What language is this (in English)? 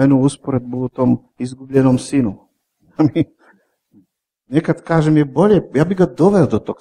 Croatian